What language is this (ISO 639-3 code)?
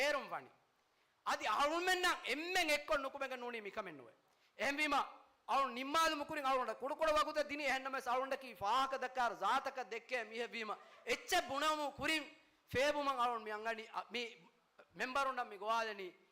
div